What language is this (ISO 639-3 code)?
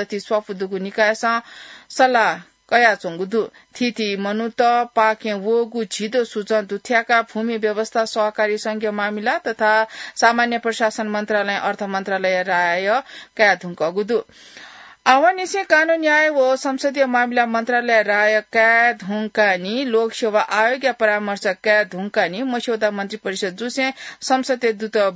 new